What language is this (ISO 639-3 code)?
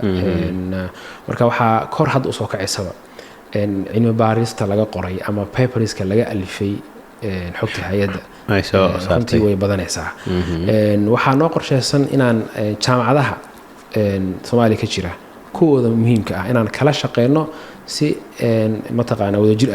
som